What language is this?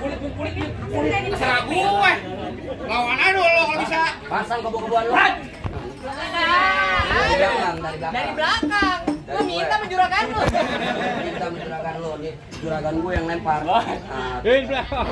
Betawi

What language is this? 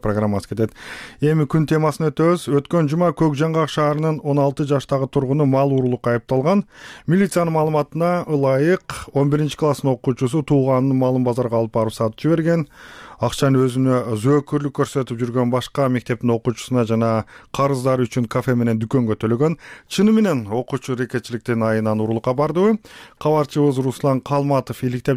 Kyrgyz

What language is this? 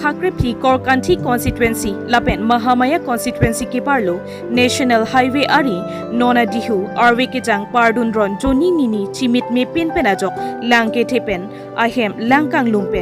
Karbi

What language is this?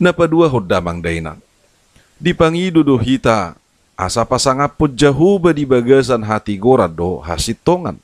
Batak Toba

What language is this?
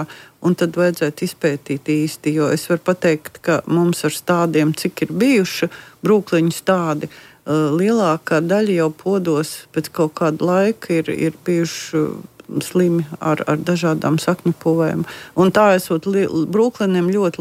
Latvian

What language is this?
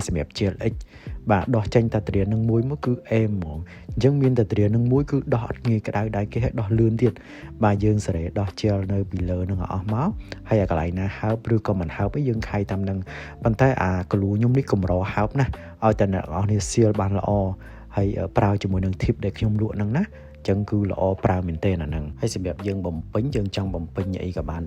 Khmer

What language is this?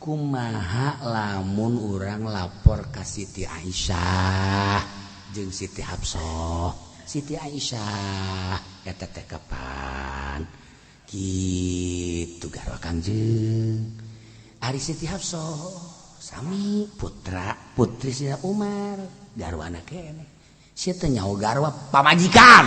Sundanese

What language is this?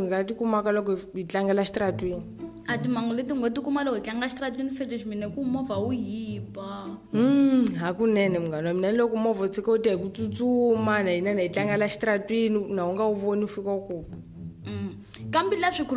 Tsonga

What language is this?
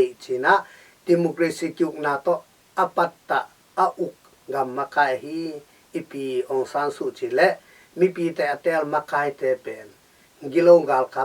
Tedim Chin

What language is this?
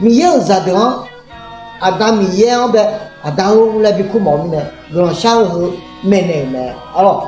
Akha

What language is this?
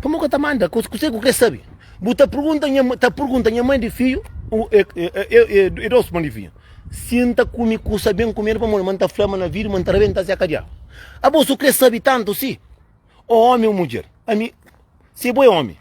Kabuverdianu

